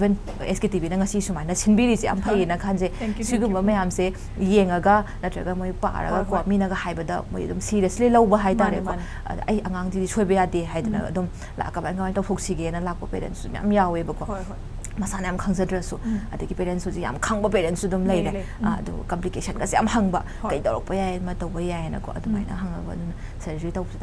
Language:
Manipuri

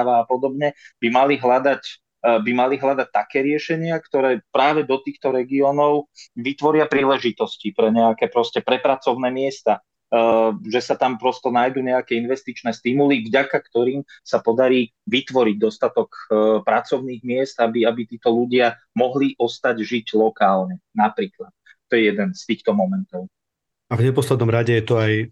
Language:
Slovak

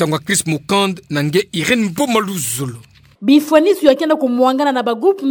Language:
Kituba (Democratic Republic of Congo)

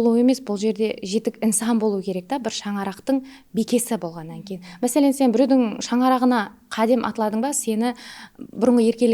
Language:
Kara-Kalpak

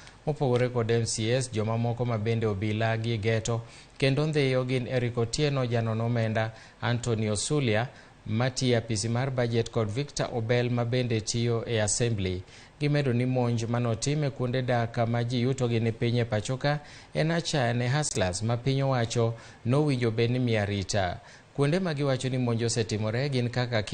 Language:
Luo (Kenya and Tanzania)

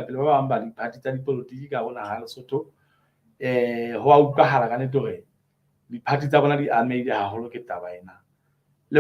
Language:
Southern Sotho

